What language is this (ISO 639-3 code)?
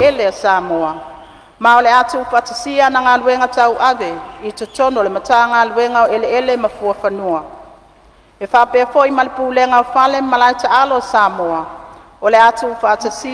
smo